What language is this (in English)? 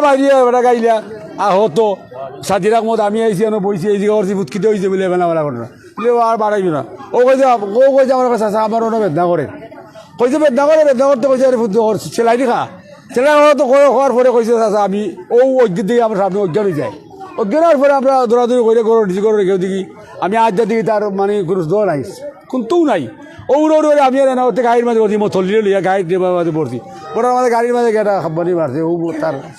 Sylheti